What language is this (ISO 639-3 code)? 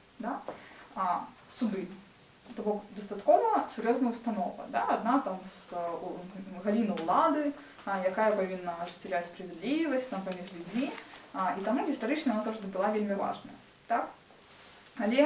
bel